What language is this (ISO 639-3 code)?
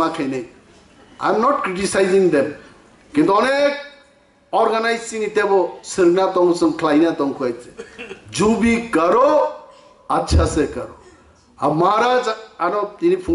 trp